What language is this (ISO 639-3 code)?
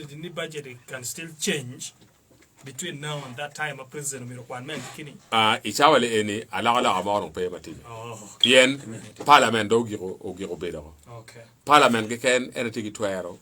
ach